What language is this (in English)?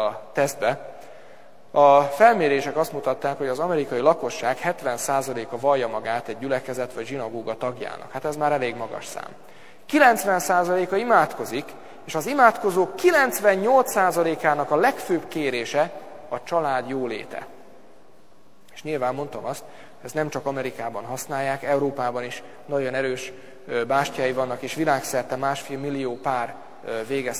Hungarian